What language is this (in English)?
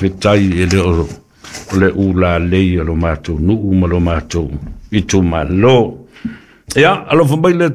Samoan